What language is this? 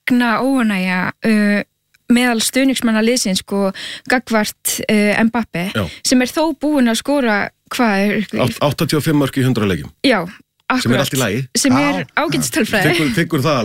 Icelandic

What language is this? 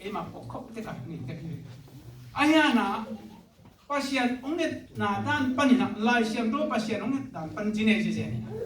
Tedim Chin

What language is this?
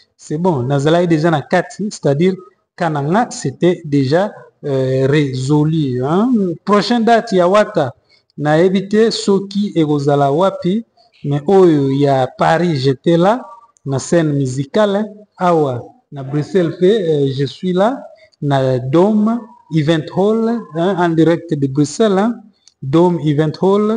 Lingala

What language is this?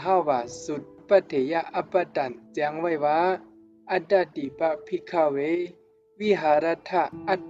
Shan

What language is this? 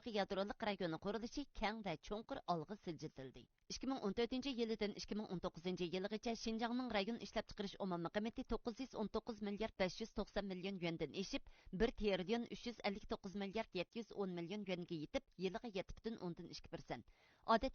Uyghur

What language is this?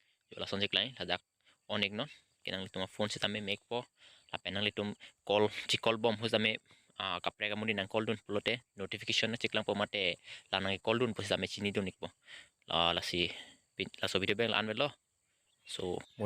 Karbi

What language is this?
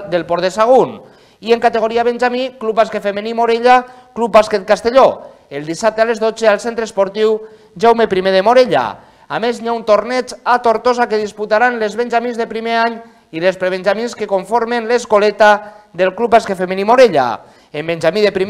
Catalan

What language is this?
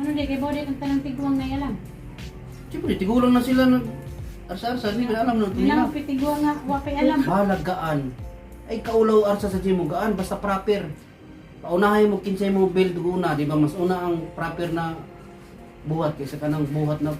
Cebuano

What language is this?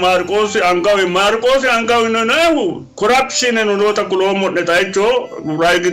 Sidamo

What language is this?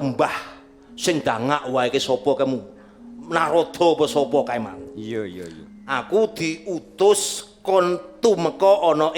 Javanese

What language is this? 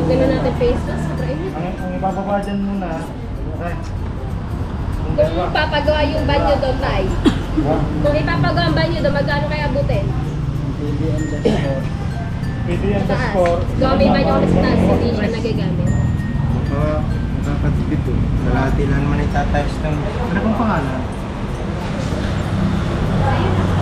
Filipino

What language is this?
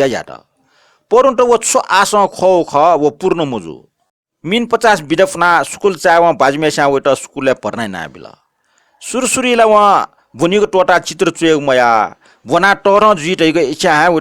Newari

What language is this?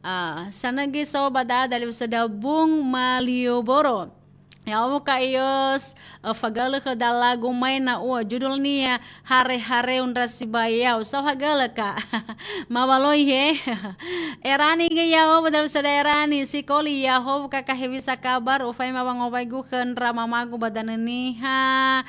Nias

